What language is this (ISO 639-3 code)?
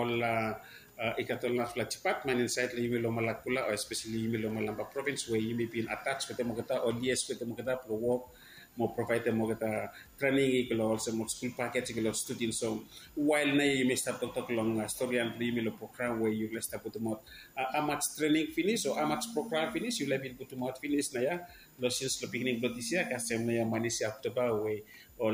bis